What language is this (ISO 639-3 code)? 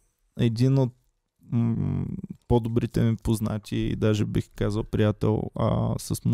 bul